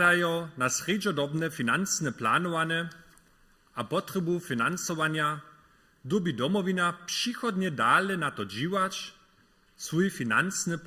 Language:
Upper Sorbian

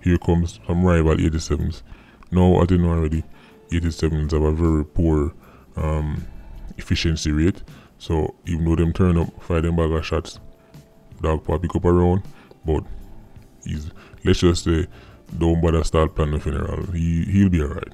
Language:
Jamaican Creole English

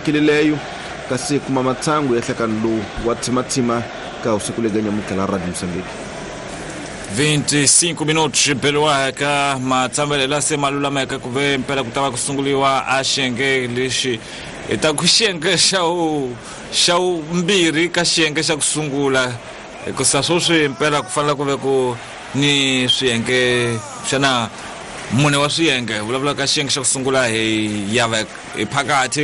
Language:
Tsonga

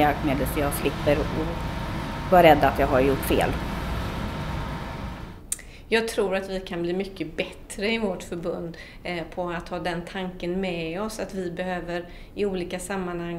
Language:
Swedish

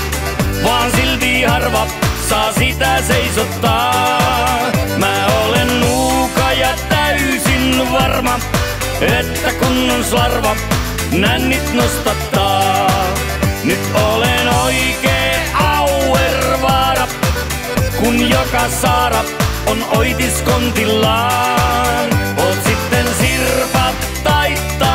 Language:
Finnish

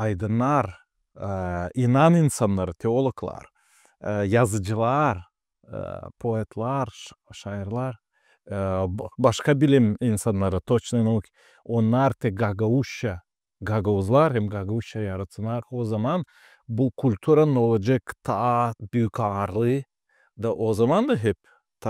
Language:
Gagauz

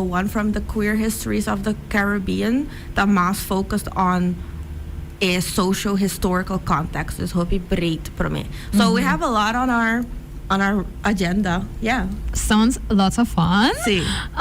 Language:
Papiamento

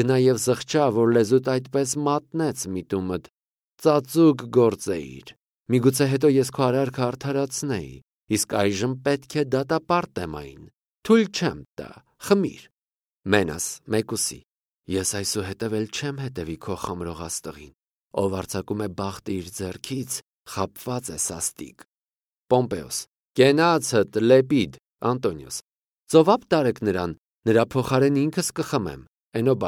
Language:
Armenian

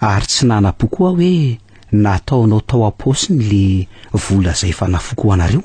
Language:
Malagasy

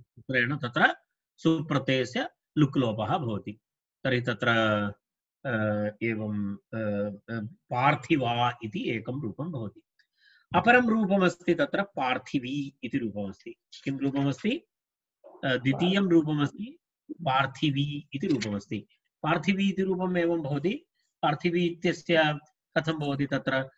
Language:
Sanskrit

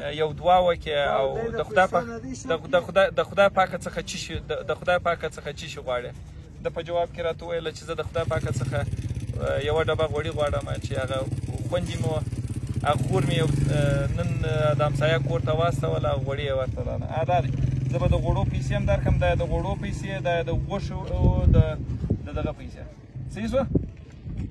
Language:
Pashto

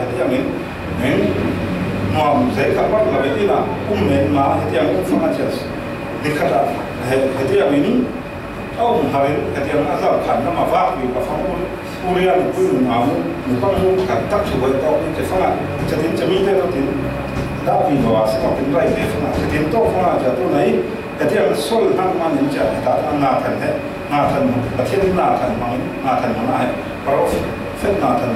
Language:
Falam Chin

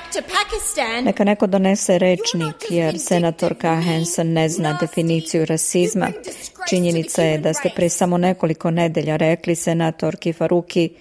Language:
Serbian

